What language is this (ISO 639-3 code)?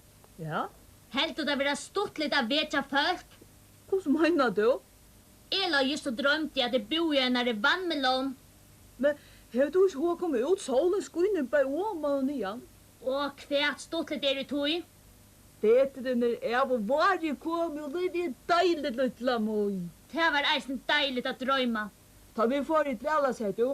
fao